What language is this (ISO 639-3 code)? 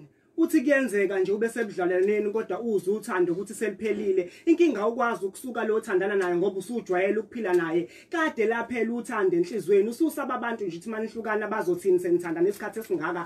zul